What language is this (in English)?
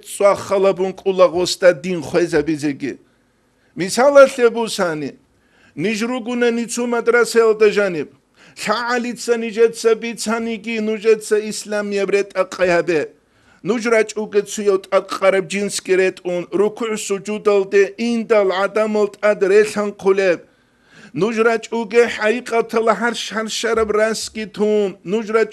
Avaric